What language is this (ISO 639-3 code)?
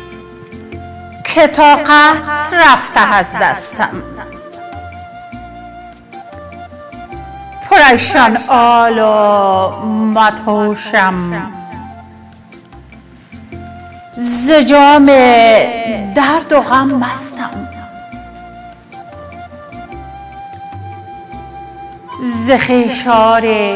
fas